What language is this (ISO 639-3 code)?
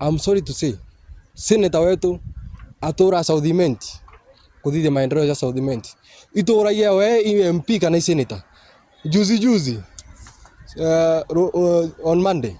mer